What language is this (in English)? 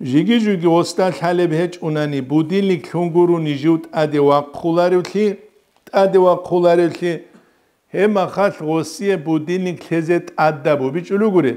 Avaric